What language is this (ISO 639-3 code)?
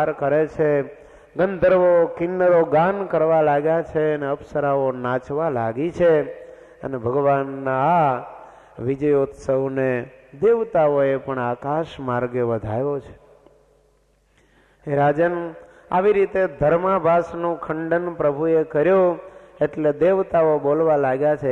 guj